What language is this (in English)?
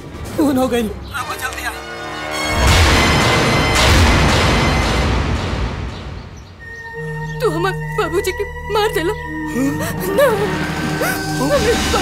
Bhojpuri